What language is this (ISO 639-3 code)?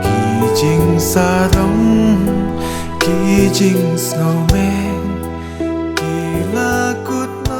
kha